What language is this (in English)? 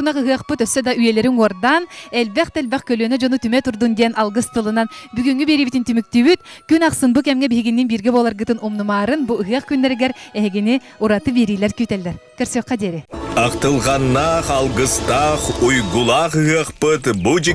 Yakut